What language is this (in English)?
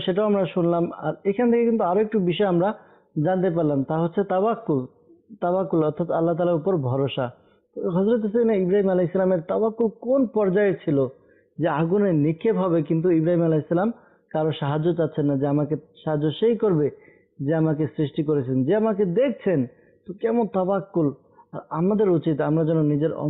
Bangla